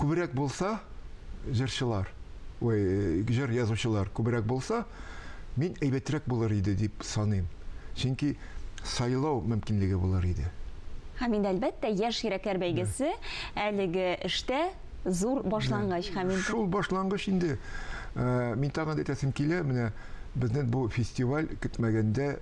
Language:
Tatar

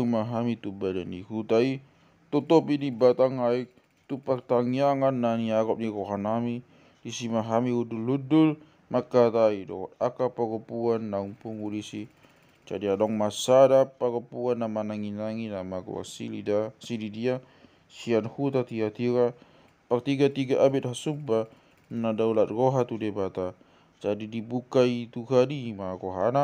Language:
Batak Toba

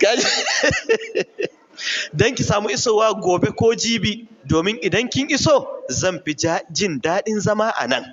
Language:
Hausa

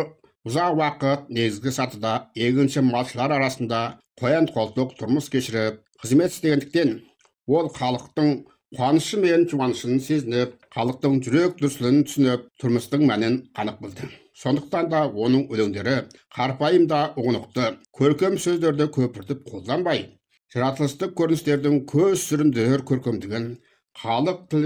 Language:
Kazakh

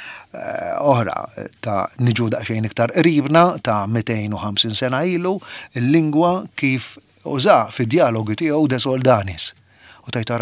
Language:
Maltese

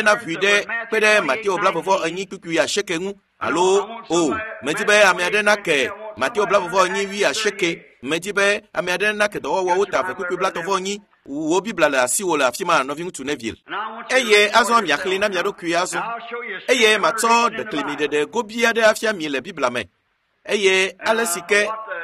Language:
Ewe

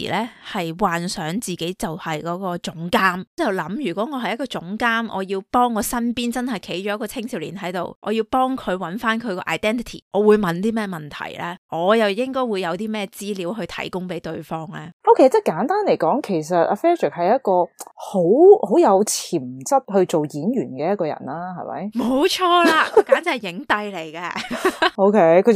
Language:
Cantonese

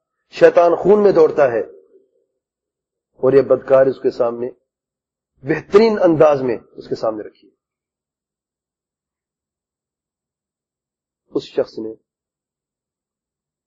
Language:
Urdu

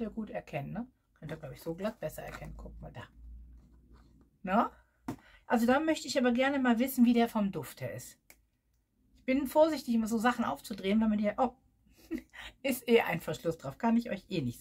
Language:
German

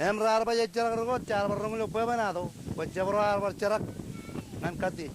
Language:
Marshallese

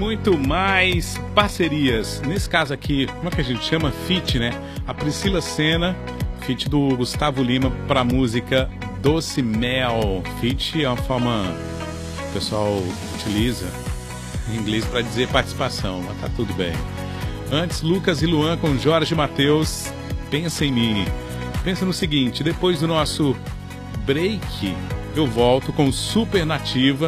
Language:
Portuguese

